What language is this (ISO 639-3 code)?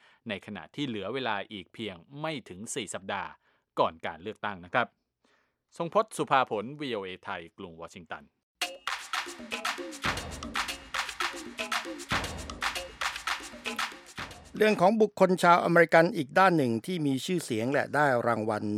tha